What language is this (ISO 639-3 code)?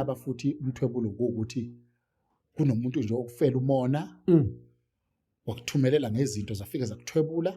zul